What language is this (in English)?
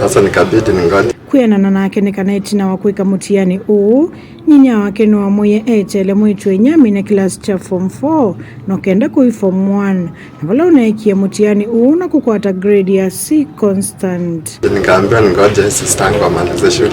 Kamba